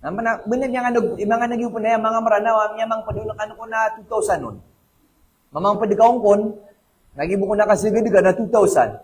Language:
Maranao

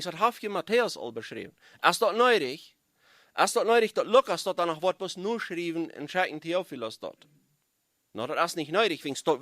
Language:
Plautdietsch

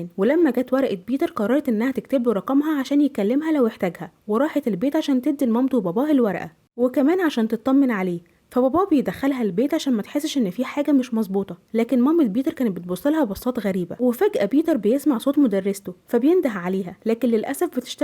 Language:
Egyptian Arabic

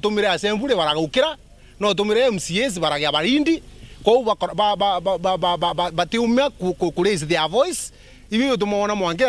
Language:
Meru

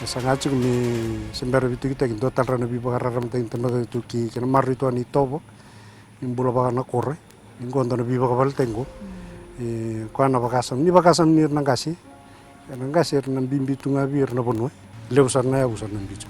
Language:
Fijian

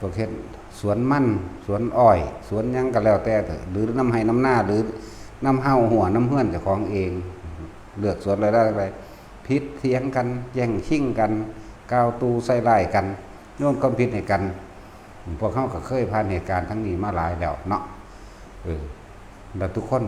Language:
Northeastern Thai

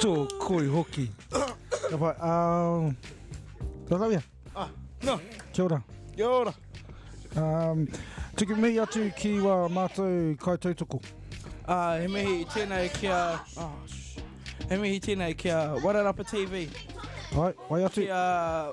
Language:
Māori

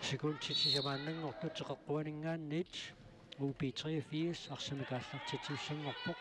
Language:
Kalaallisut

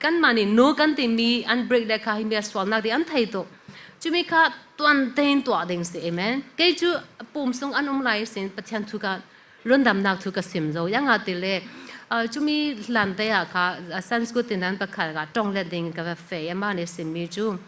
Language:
Falam Chin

